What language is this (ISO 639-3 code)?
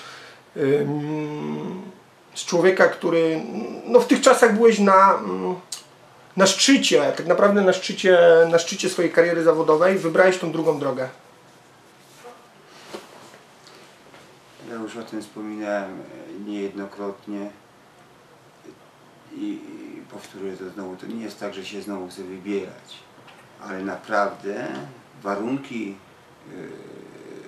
pol